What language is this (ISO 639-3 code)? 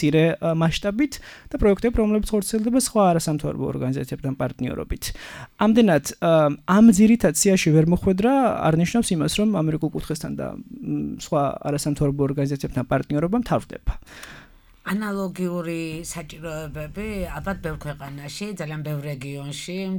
kat